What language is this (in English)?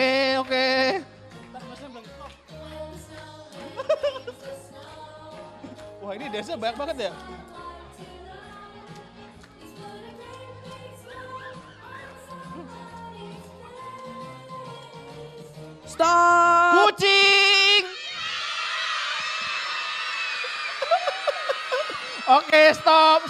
Indonesian